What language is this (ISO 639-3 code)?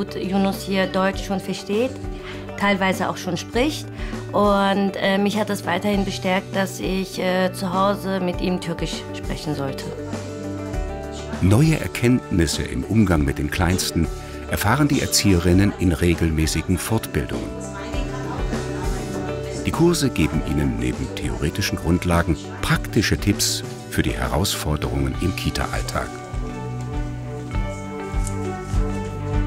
deu